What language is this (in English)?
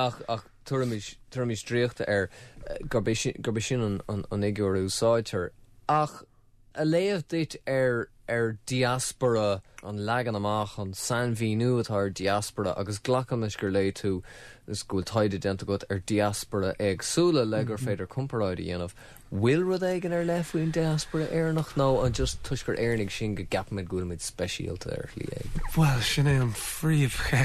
Irish